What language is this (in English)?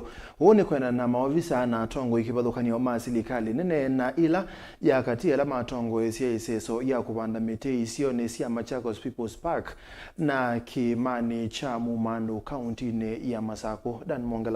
Kamba